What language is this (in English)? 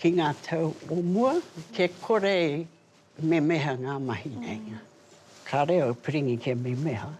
Māori